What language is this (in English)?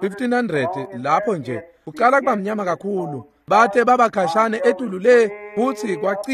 Swati